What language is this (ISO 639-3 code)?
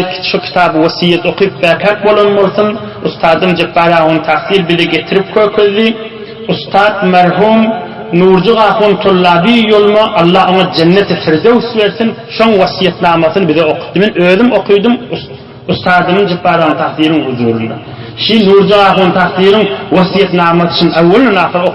tuk